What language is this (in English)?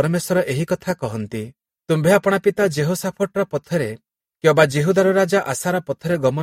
Odia